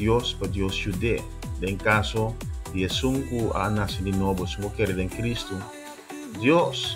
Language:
Papiamento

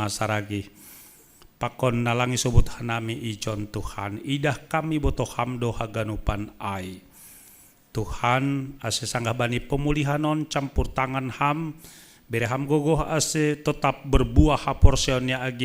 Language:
Batak Simalungun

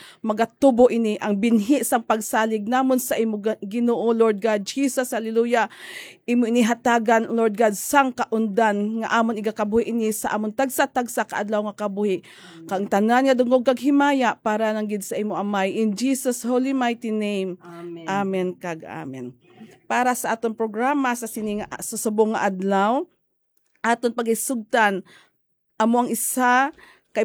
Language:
Hiligaynon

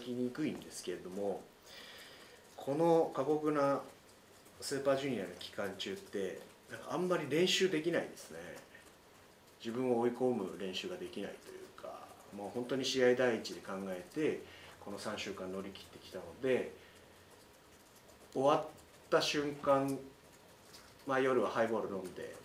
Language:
Japanese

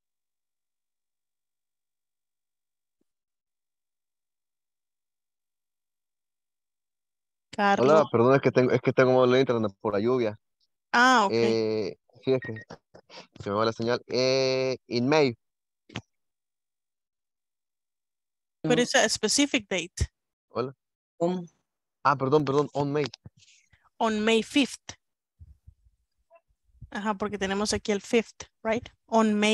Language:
Spanish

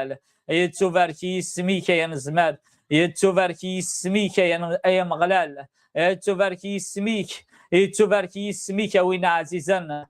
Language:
Kabyle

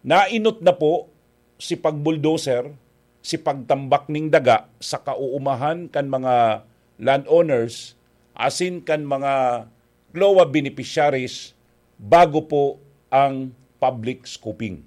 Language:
Bikol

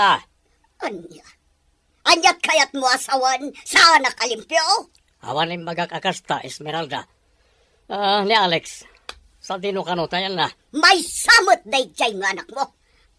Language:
Iloko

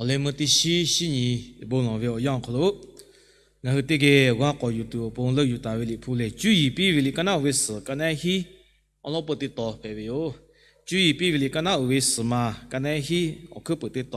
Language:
Lahu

